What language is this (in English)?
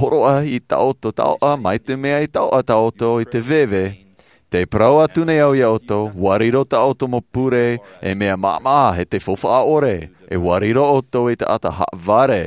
Tahitian